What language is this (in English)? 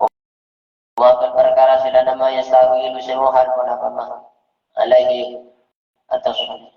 Madurese